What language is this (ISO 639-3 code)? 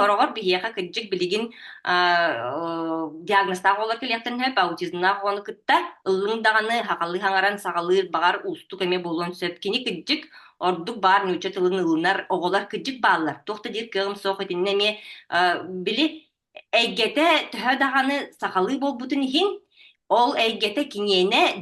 sah